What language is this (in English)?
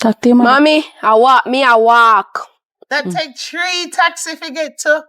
Jamaican Creole English